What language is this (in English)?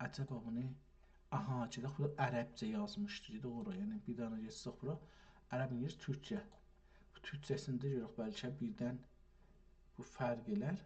South Azerbaijani